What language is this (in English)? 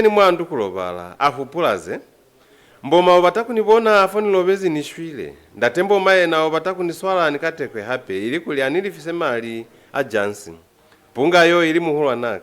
Lozi